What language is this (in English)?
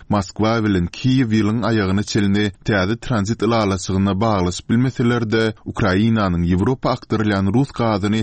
Turkmen